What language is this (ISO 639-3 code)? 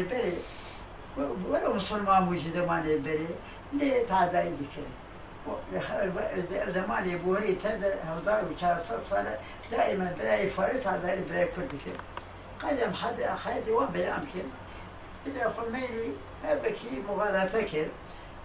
kur